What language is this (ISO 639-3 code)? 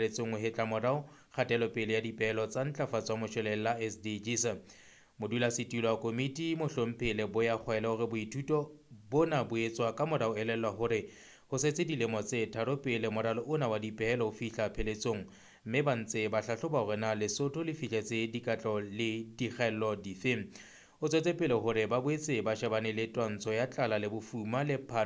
sot